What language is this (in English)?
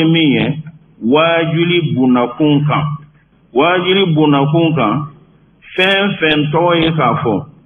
Bambara